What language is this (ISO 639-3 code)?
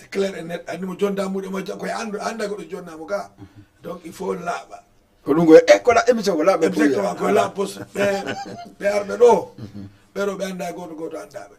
ful